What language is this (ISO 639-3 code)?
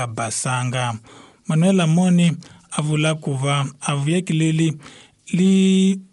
tso